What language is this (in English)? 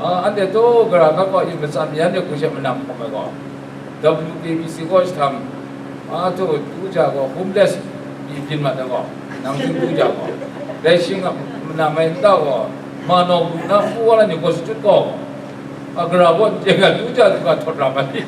Kachin